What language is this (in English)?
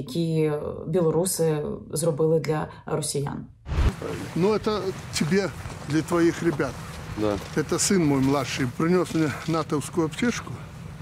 Ukrainian